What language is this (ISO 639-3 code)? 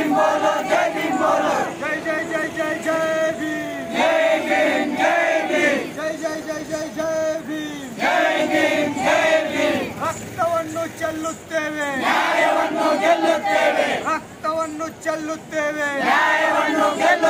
kan